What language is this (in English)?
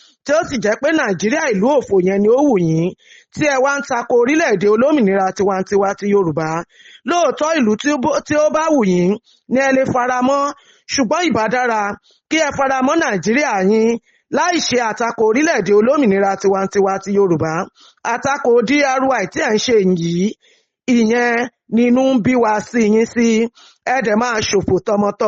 Yoruba